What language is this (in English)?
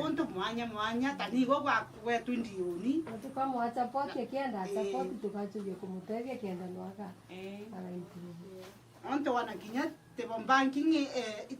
Meru